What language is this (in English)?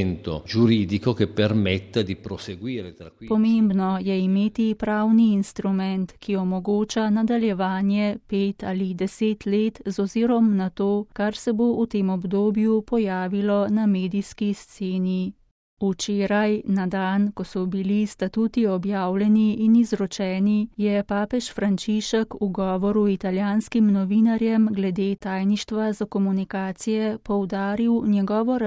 Slovenian